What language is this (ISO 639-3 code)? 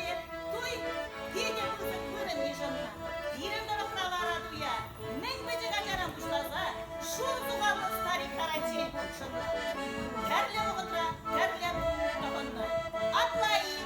chv